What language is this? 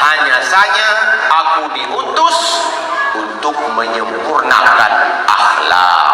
Achinese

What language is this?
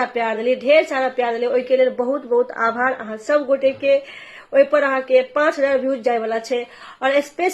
Maithili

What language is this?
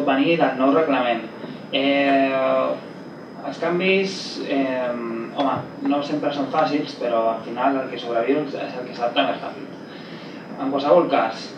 Catalan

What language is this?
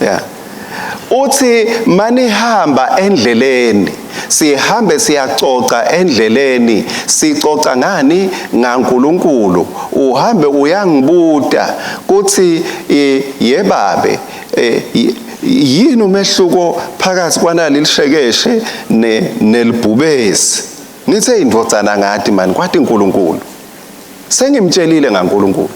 Swati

